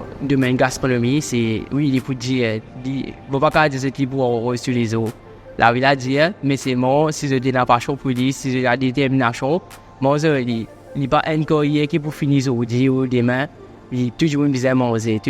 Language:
Morisyen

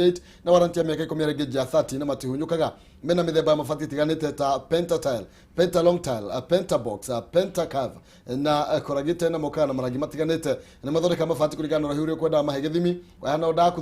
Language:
Kikuyu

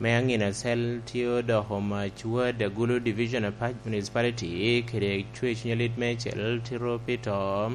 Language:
Lango (Uganda)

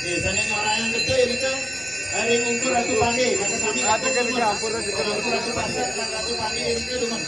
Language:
Balinese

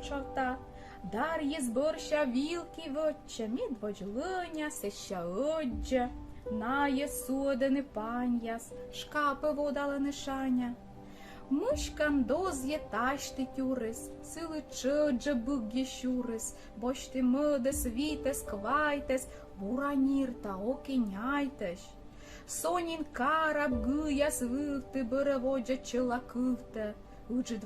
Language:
Komi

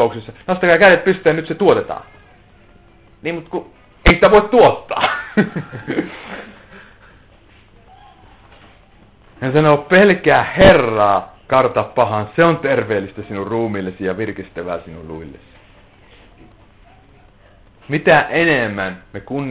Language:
Finnish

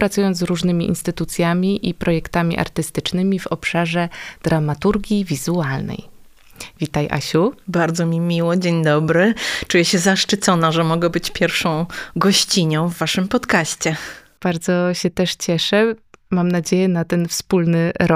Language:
Polish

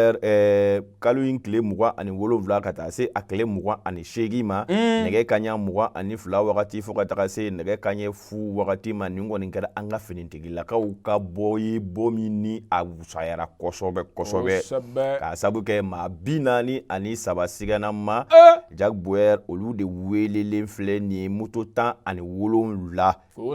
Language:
Bambara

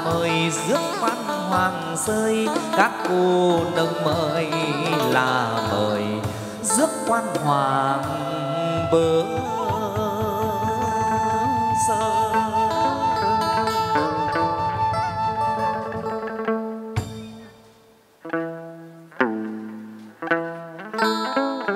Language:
Vietnamese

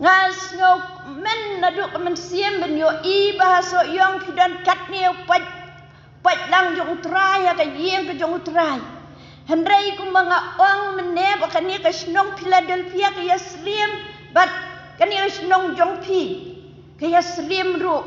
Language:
Khasi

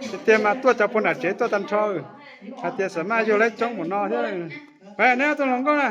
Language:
Hmong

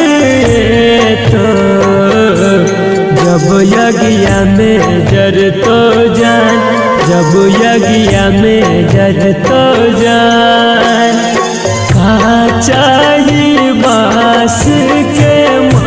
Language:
Bhojpuri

